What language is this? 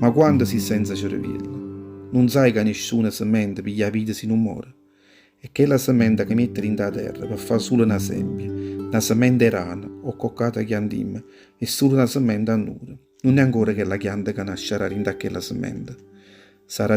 Neapolitan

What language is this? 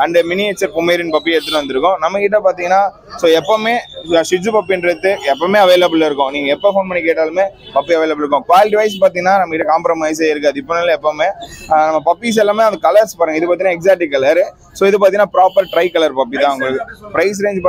Tamil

